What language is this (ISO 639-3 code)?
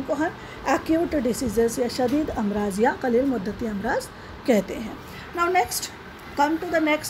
urd